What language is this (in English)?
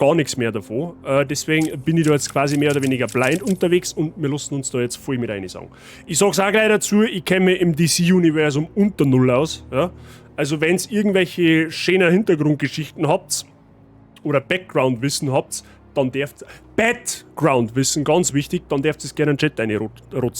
Bavarian